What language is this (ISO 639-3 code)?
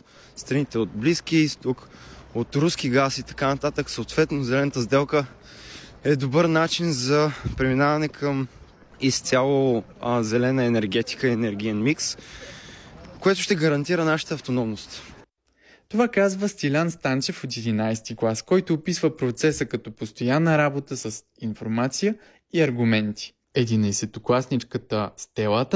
bul